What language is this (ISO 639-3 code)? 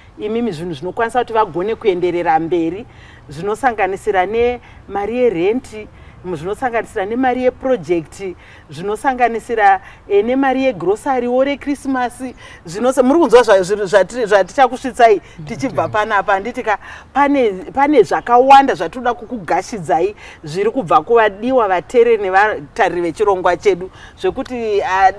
sna